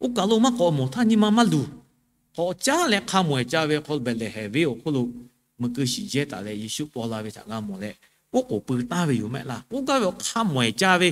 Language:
Lahu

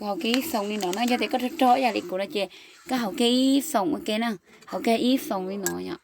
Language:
Hmong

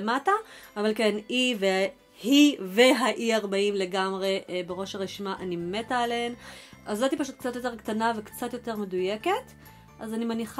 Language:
Hebrew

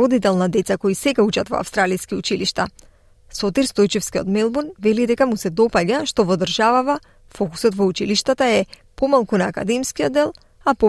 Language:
Macedonian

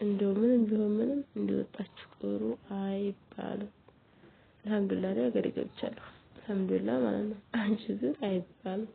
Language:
Amharic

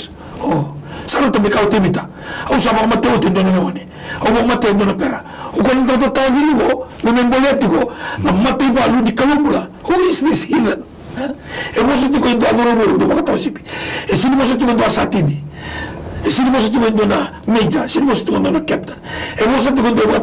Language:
Fijian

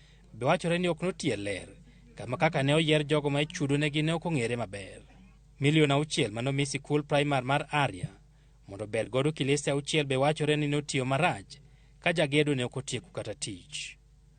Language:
Luo (Kenya and Tanzania)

